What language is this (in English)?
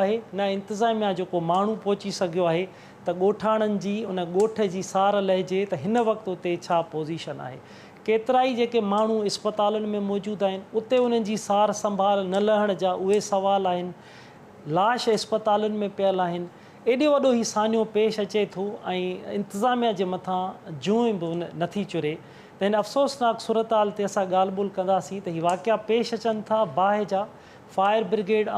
Sindhi